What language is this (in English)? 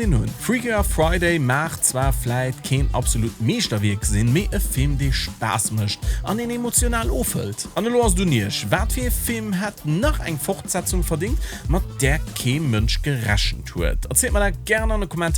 Luxembourgish